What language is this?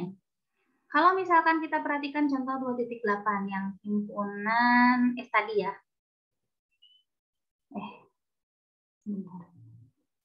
Indonesian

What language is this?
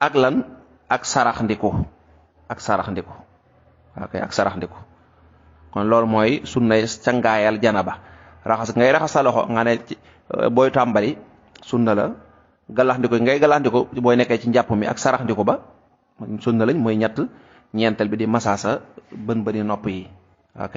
Wolof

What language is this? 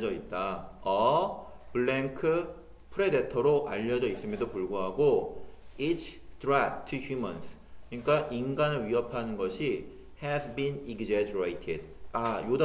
Korean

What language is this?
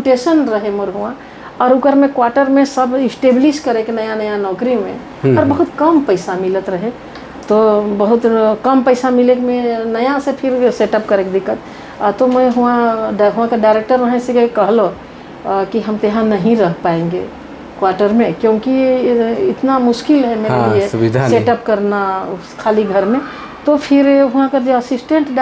Sadri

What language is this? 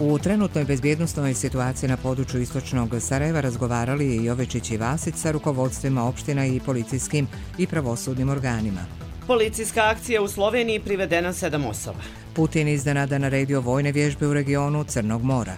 Croatian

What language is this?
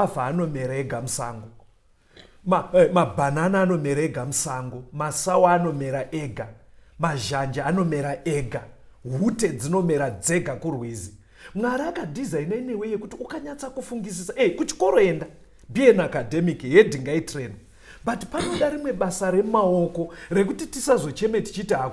Shona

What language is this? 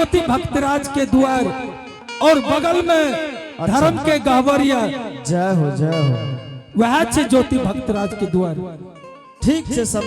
Angika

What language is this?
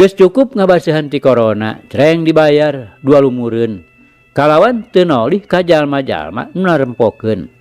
Sundanese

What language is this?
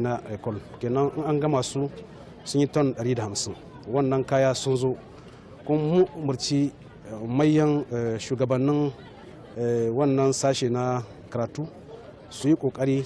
Hausa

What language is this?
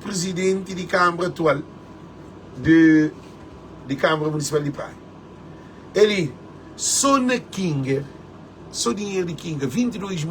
Kabuverdianu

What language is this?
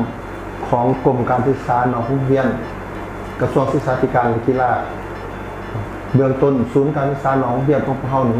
Lao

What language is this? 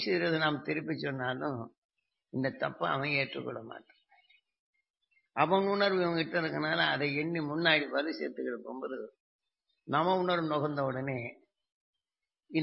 Tamil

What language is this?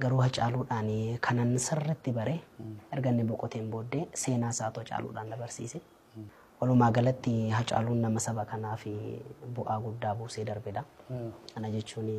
Oromo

